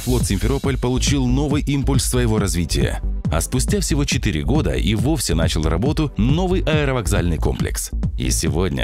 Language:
Russian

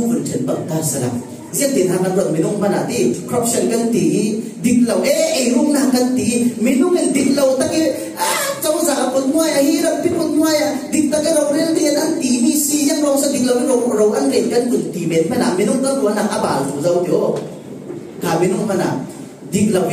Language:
Falam Chin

